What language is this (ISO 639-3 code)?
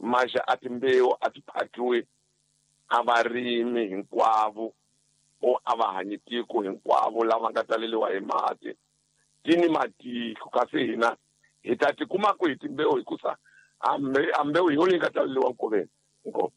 tso